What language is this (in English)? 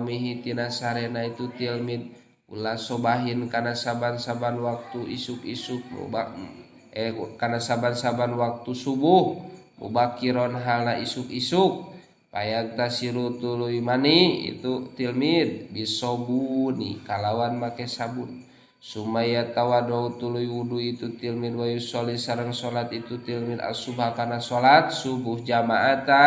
Sundanese